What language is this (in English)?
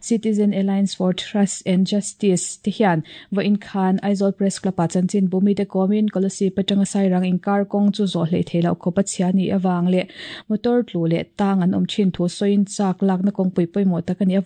Mizo